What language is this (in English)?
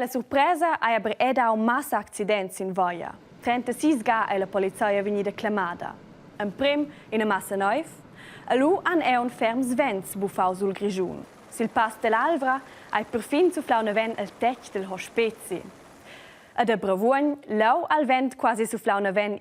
Romansh